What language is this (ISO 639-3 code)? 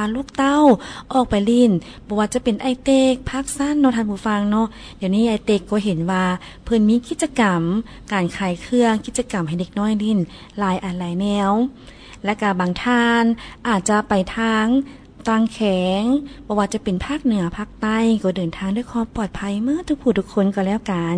lao